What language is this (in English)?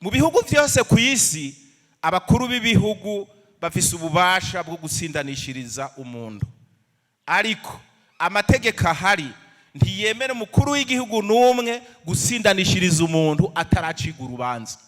Rundi